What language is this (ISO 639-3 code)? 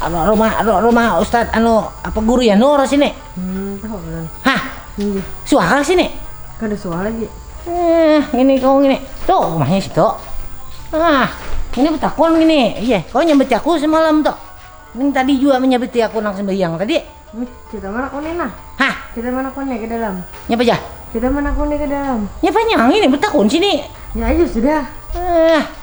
bjn